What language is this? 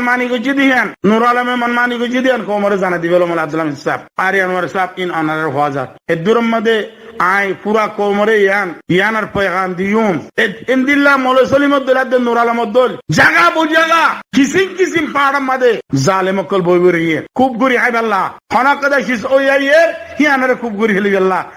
Rohingya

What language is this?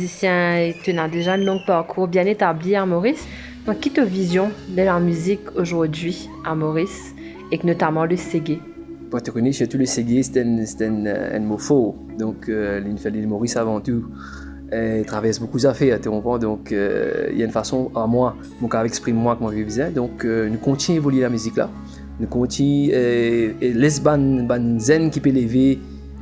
Morisyen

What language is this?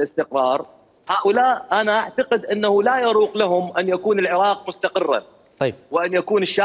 Mesopotamian Arabic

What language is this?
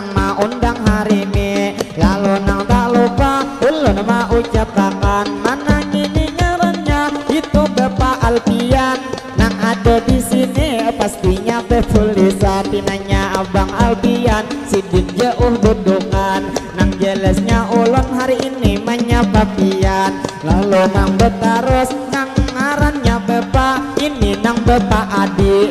Banjar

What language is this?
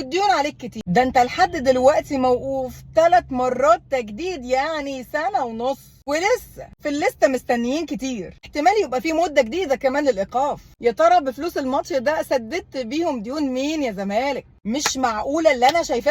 Egyptian Arabic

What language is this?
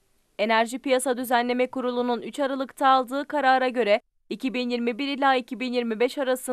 Turkish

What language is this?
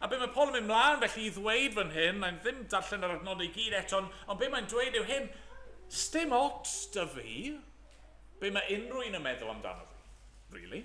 Welsh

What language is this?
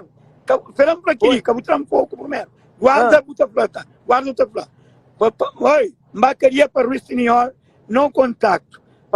Kabuverdianu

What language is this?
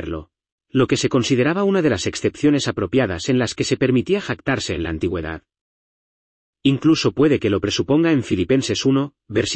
Spanish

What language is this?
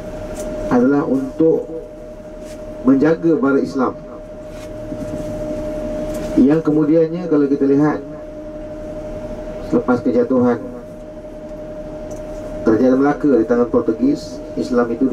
Malay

